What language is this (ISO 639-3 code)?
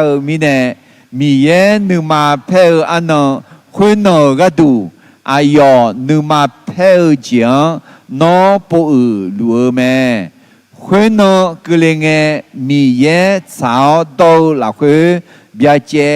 ahk